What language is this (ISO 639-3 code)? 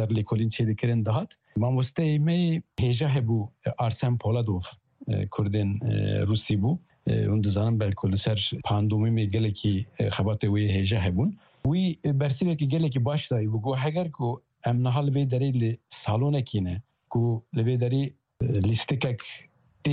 kur